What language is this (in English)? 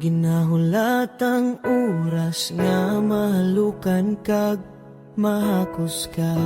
Hiligaynon